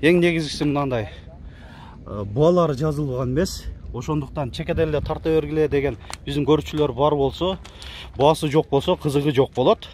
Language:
Kyrgyz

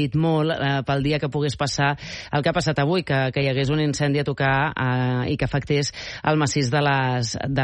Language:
Catalan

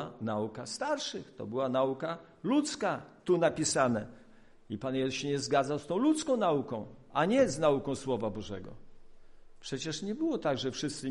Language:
Polish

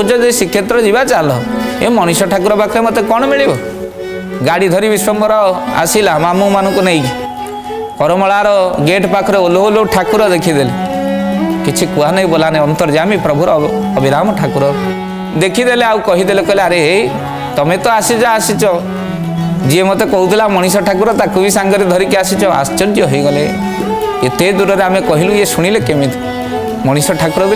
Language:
Odia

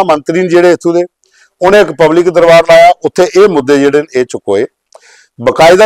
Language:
Dogri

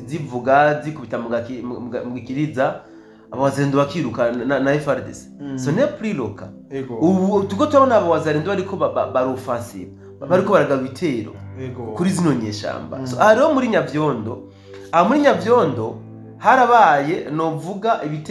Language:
Rundi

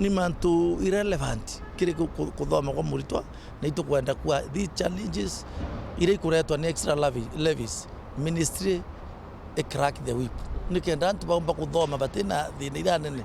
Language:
Meru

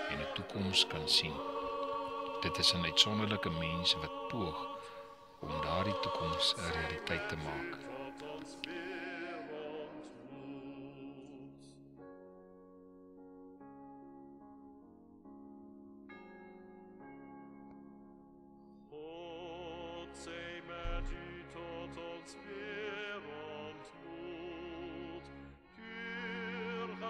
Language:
Afrikaans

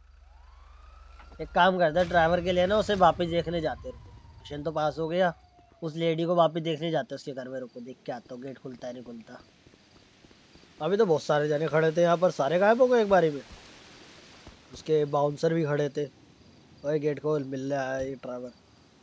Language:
Hindi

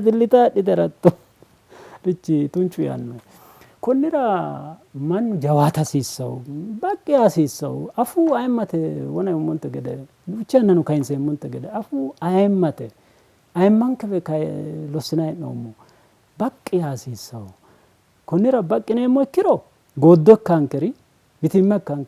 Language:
Sidamo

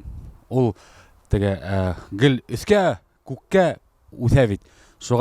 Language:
Bashkir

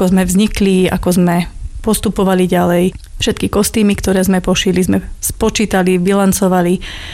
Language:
Slovak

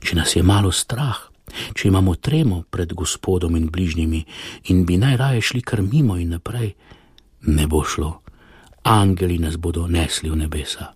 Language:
Slovenian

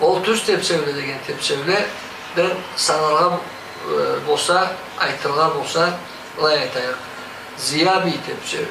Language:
Karachay-Balkar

